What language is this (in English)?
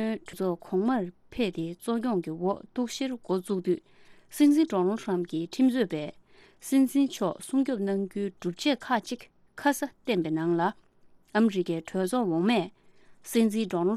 Tibetan